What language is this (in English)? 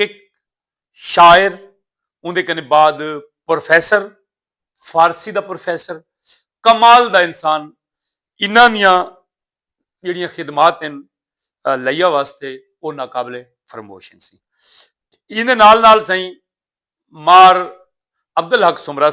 Saraiki